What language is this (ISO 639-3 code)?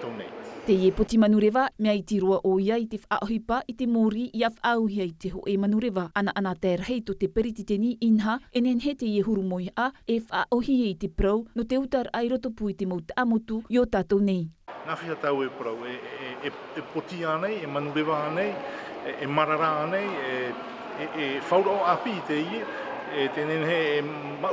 tah